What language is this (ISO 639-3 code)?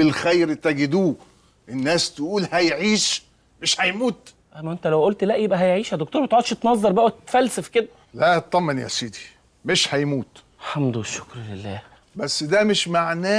arz